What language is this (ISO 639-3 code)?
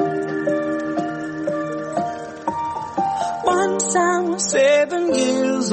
eng